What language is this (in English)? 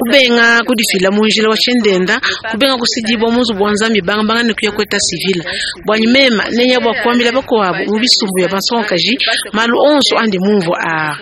Luba-Lulua